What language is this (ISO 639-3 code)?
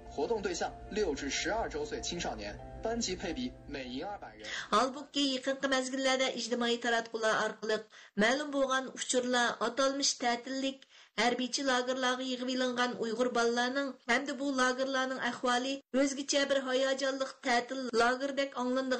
uig